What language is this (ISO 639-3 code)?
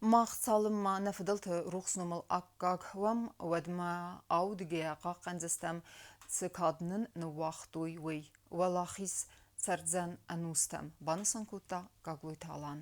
oss